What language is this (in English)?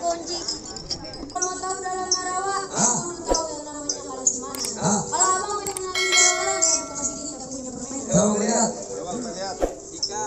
Betawi